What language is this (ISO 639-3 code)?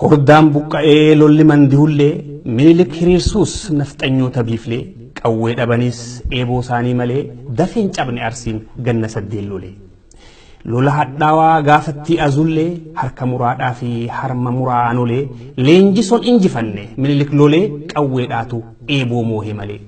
orm